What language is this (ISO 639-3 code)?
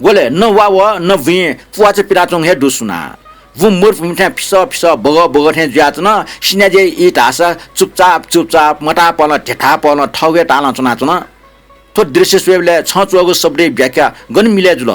new